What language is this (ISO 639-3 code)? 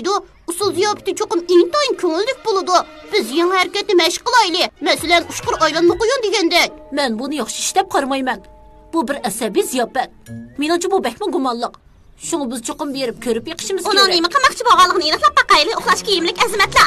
uig